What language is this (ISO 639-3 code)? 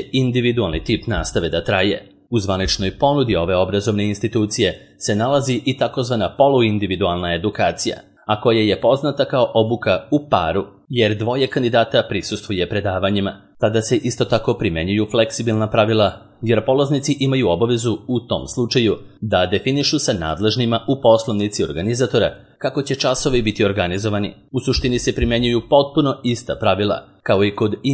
srp